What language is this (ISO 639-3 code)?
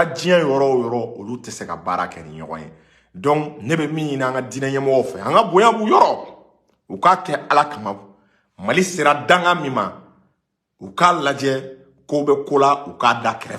bam